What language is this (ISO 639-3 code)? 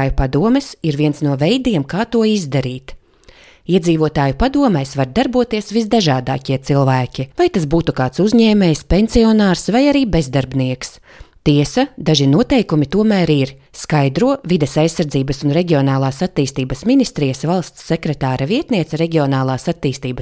lav